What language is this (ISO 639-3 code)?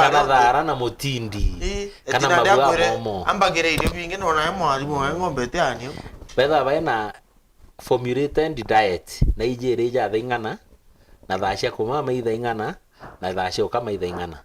mer